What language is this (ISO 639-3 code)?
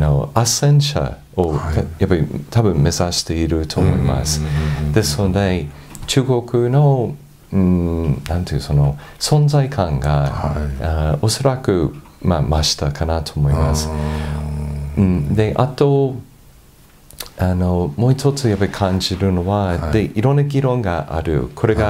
jpn